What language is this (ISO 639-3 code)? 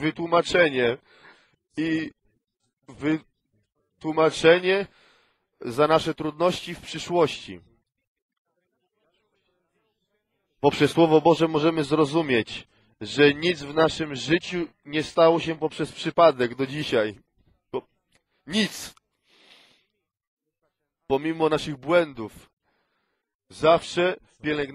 pol